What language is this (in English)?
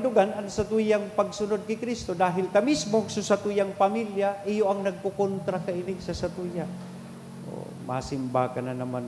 Bikol